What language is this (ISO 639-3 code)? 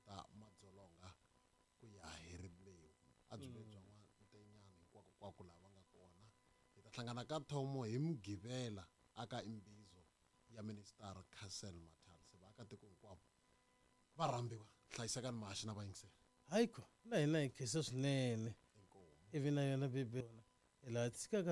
tso